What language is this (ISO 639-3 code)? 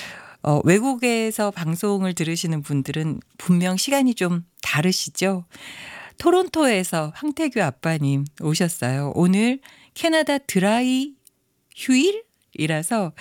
kor